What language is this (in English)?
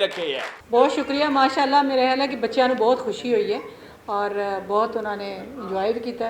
Western Panjabi